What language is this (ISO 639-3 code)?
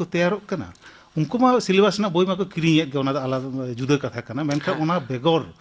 sat